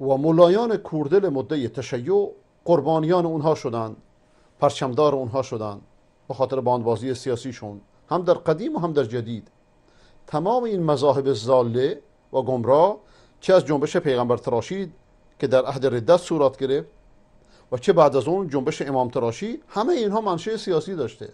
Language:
Persian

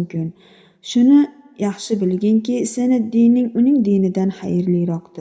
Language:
Uzbek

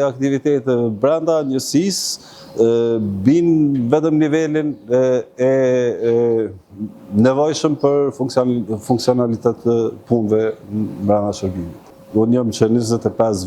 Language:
Albanian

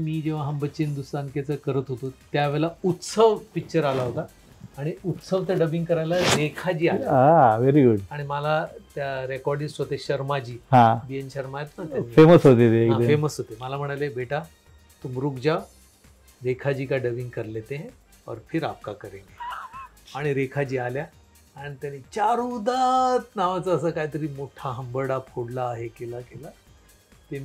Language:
Marathi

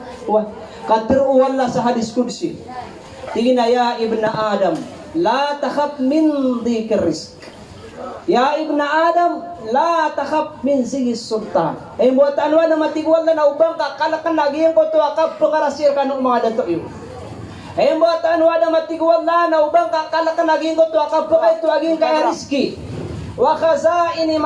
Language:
Maranao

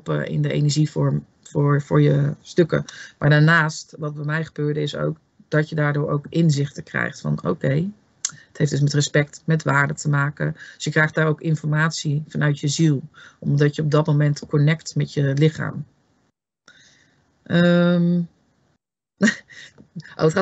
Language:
Dutch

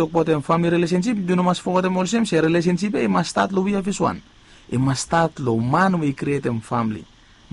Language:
Bislama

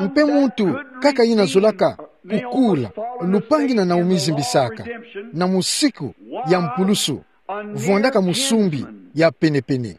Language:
Kituba (Democratic Republic of Congo)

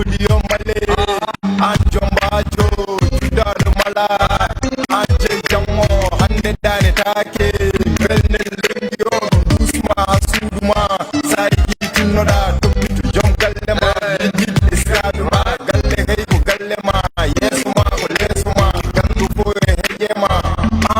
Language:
Fula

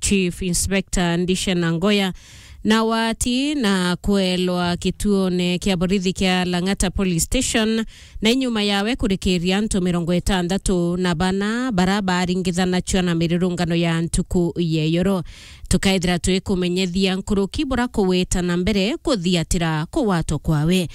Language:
Meru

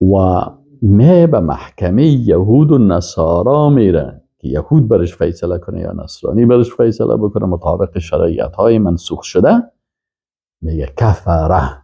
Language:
Persian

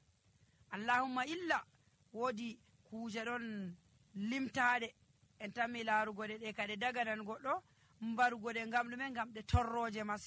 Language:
Nigerian Fulfulde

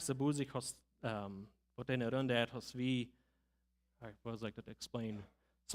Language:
Plautdietsch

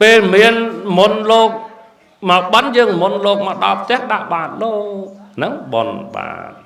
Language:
Khmer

